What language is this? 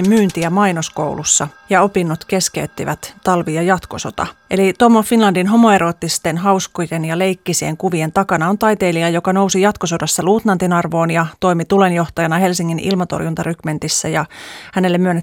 Finnish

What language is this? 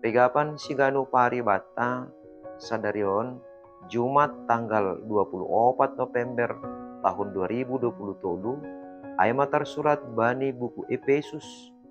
Batak Simalungun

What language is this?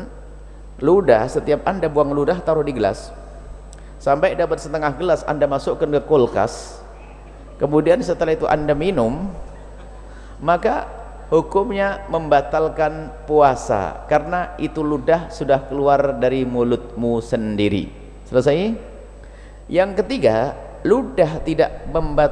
Indonesian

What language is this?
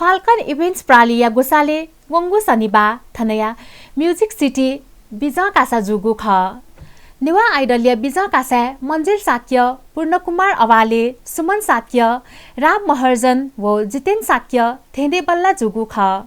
Newari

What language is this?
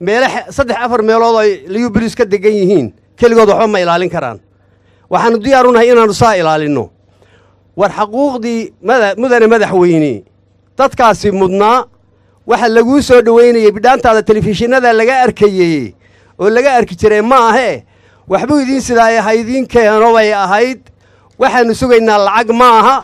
Somali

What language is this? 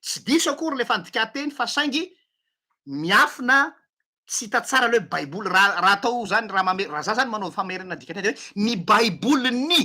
Malagasy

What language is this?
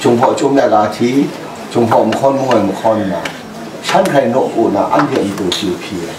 Kachin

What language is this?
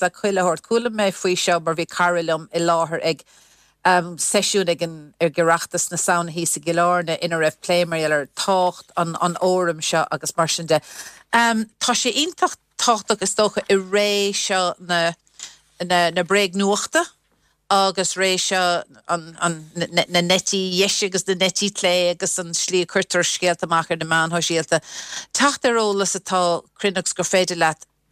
Irish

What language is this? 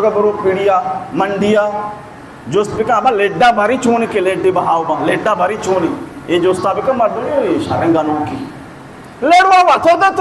Baluchi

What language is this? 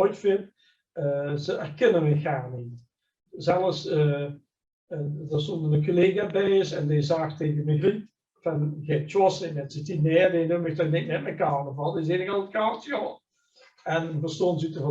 Limburgish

